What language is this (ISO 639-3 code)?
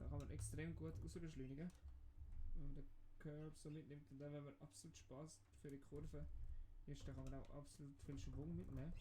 gsw